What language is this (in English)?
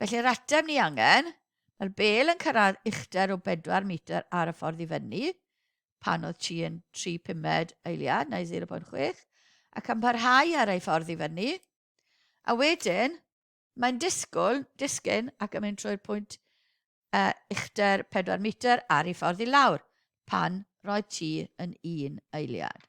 Welsh